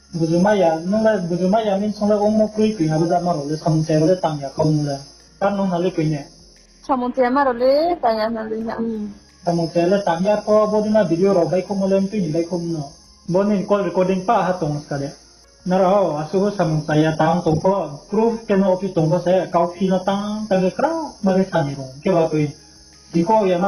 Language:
Riang (India)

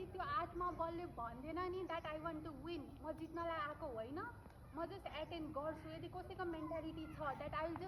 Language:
Nepali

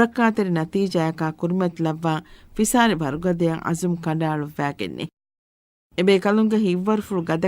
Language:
Divehi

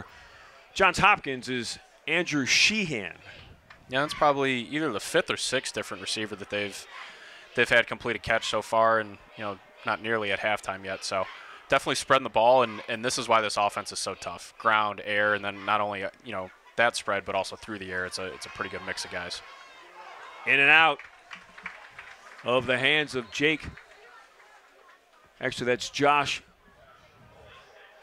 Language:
English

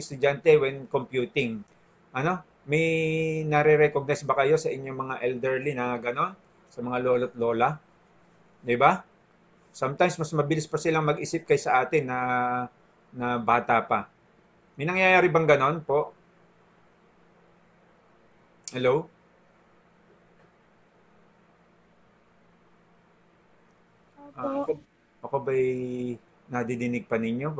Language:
Filipino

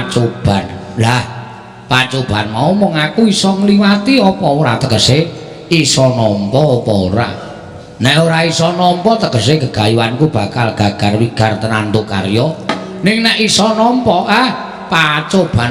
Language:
Javanese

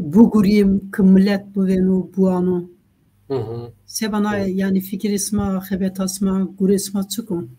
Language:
Zaza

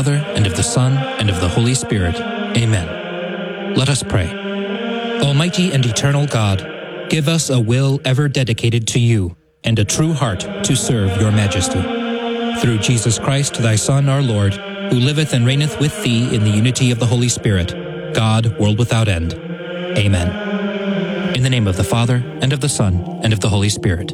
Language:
English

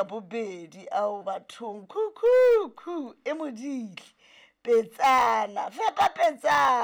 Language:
Southern Sotho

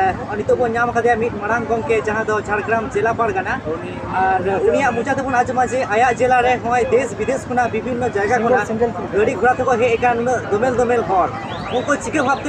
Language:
Santali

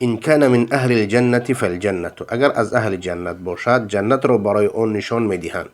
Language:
Persian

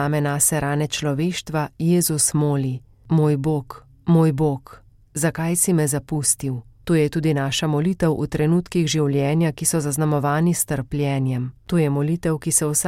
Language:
Slovenian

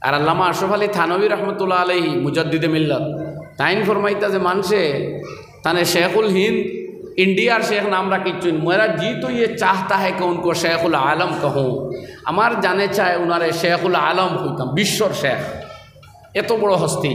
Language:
Sylheti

